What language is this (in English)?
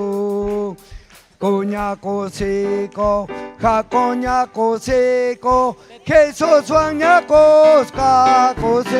Ayacucho Quechua